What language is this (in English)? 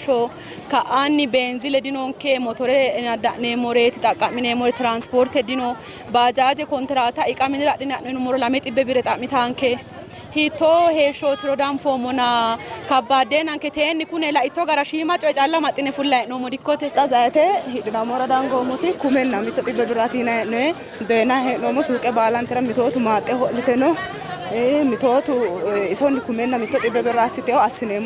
Sidamo